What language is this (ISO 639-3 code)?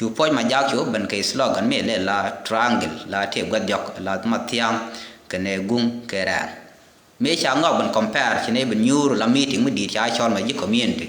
nus